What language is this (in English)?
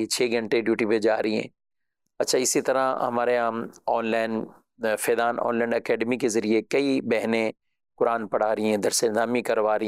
Urdu